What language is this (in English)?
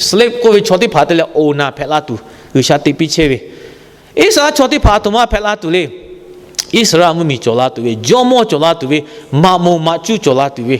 Lahu